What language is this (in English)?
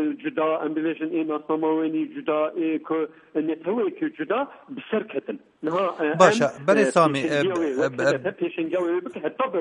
Kurdish